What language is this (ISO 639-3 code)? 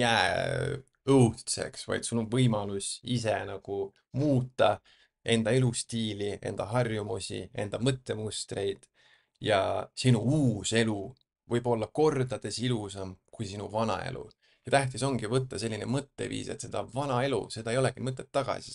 est